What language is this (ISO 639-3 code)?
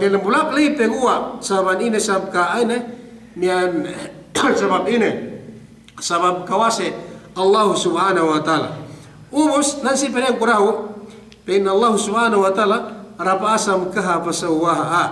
yka